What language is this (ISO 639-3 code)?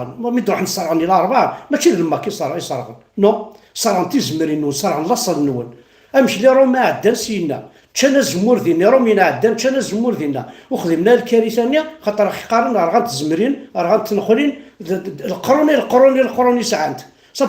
kab